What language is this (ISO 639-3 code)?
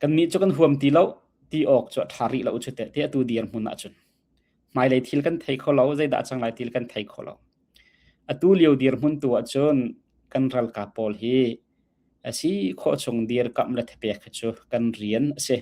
cnh